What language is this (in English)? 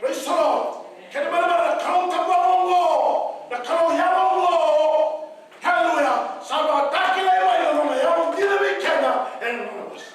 Fijian